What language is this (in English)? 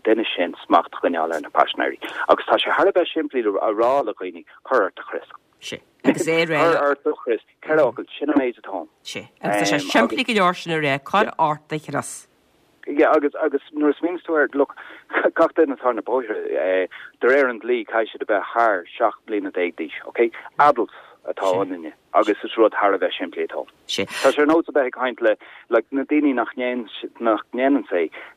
Irish